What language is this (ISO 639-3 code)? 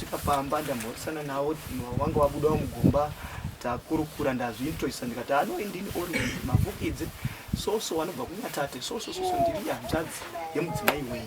sna